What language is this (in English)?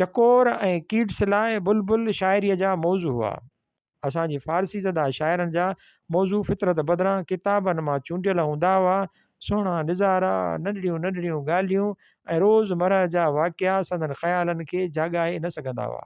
Sindhi